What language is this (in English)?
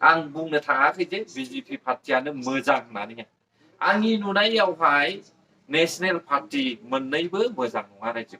Bodo